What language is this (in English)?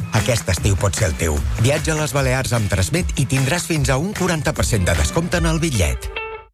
Catalan